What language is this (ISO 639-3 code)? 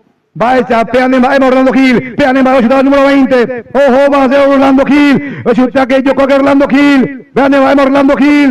grn